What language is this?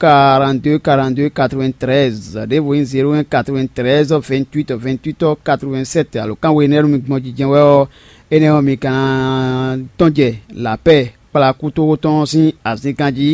Fon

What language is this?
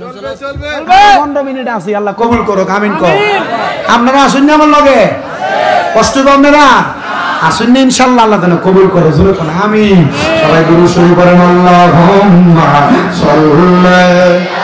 Sylheti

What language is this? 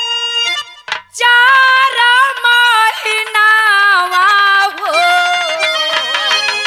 Bhojpuri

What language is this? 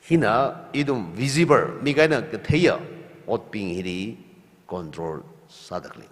Tangkhul Naga (India)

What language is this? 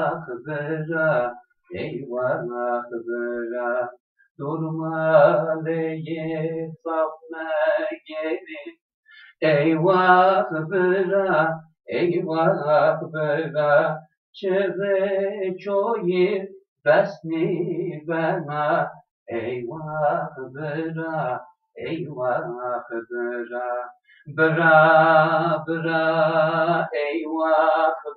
Zaza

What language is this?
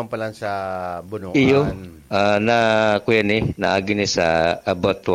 Bikol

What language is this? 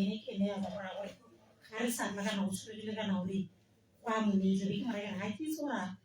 Tswana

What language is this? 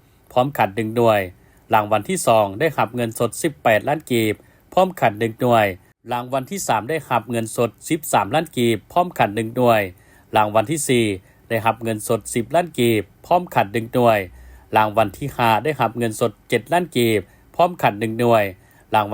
Lao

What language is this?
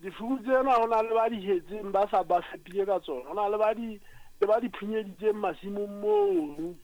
Southern Sotho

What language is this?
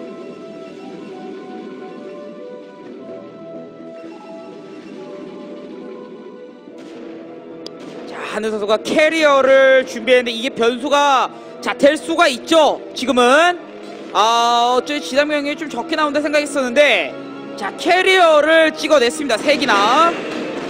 Korean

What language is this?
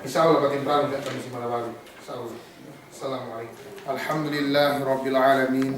Yakan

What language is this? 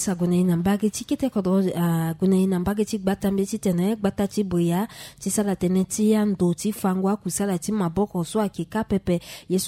Sango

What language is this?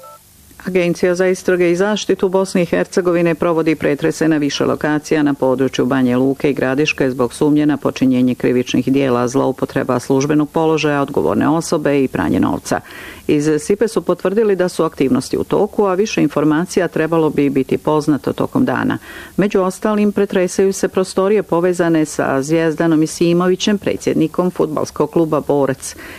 Bosnian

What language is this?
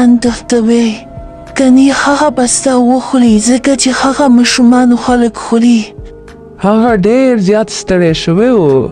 Pashto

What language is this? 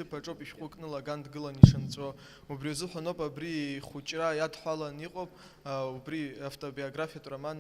Abkhazian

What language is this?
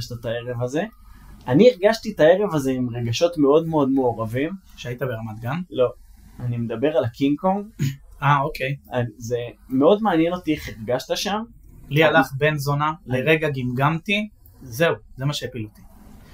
Hebrew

